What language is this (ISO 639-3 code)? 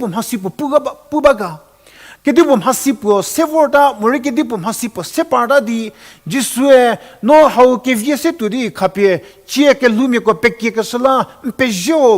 njm